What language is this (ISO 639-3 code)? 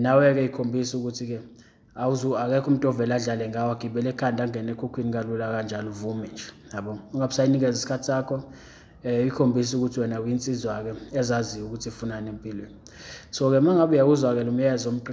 zul